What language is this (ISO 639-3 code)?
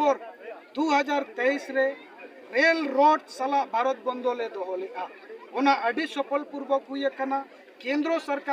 sat